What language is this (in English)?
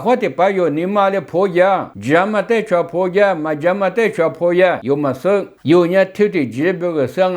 Lisu